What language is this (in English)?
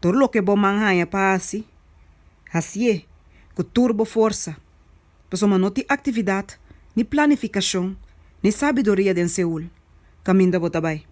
Papiamento